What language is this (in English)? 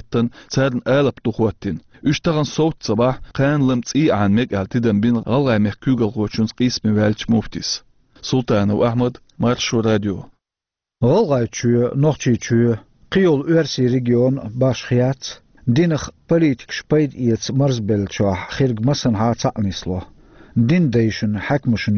Chechen